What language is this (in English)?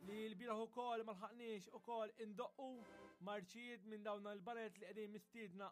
Maltese